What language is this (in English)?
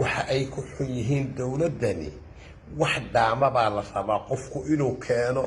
Somali